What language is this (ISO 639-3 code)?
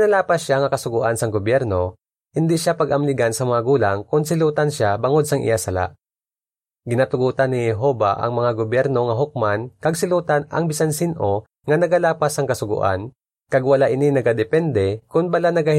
hil